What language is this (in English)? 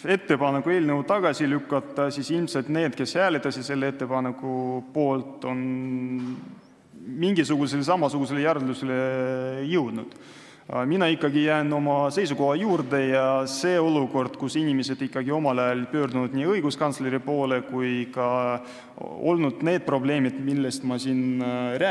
Estonian